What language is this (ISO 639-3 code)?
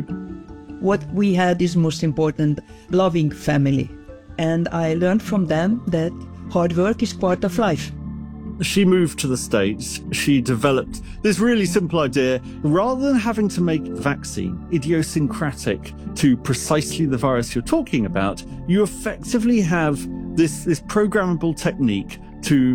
eng